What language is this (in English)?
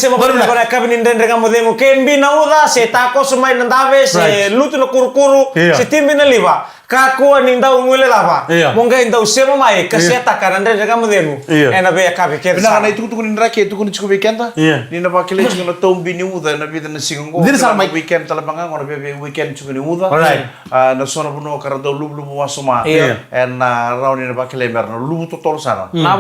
Fijian